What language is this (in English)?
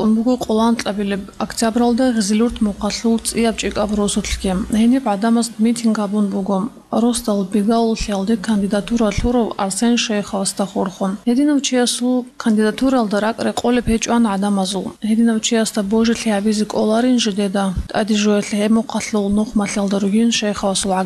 Avaric